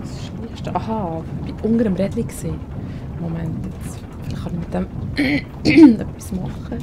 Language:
Swiss German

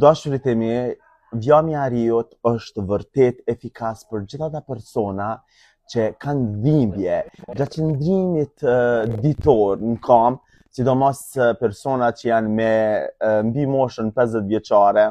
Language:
Albanian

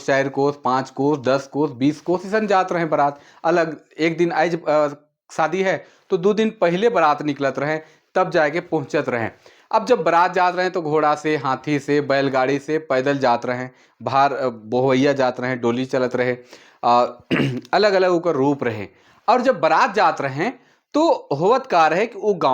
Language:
Sadri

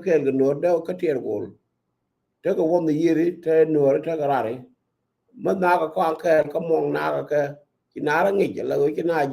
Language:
Nuer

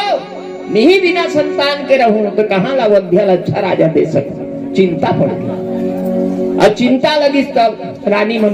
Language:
Chhattisgarhi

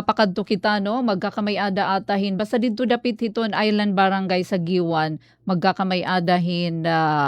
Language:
Waray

